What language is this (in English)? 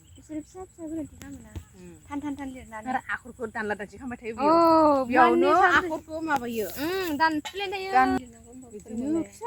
Bodo